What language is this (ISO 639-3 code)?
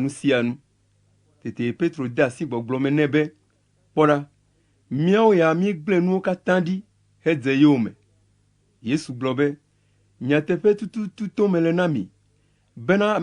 ewe